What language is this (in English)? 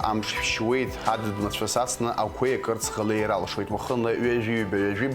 Abkhazian